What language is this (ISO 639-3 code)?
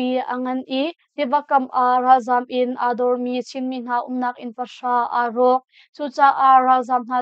cnh